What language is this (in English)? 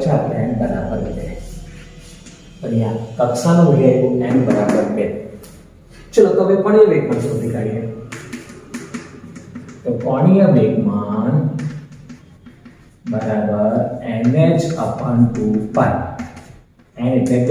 Gujarati